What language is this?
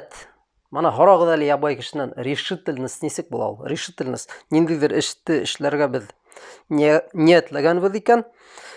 Bashkir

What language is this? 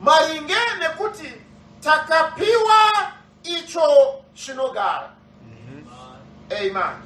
Shona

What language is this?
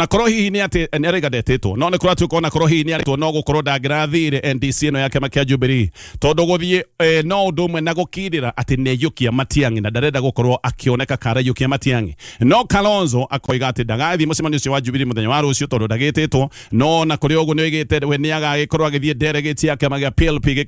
Kikuyu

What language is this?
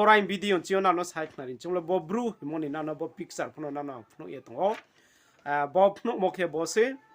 Riang (India)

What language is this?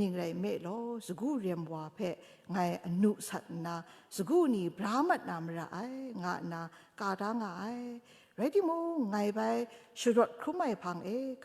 Kachin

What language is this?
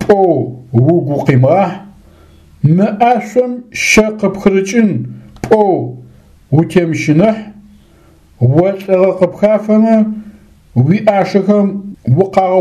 Adyghe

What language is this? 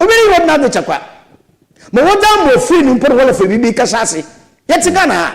Akan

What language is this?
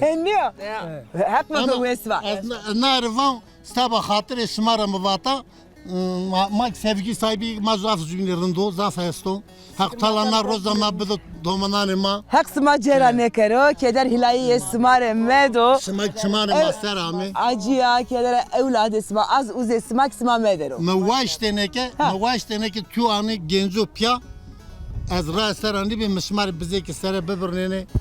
Zaza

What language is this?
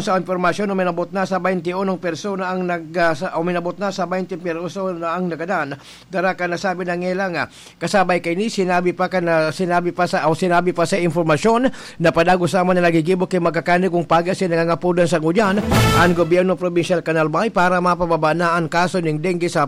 Bikol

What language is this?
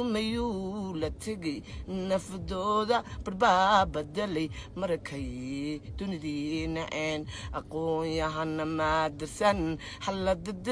Somali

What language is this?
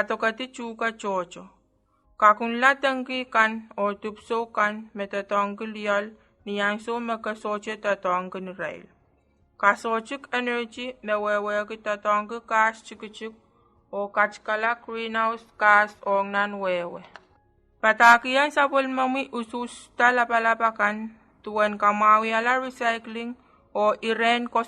Pohnpeian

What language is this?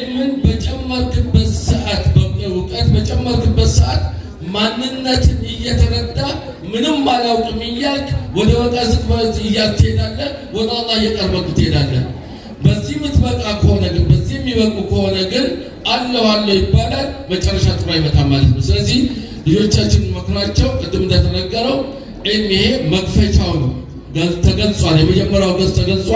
Amharic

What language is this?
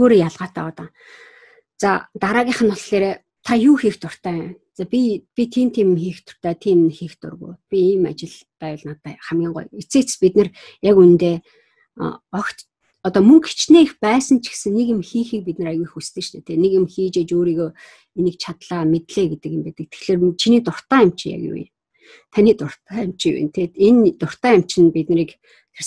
Mongolian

